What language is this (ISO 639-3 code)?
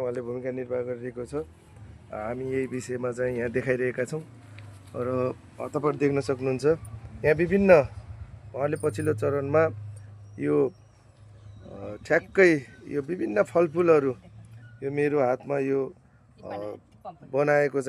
nep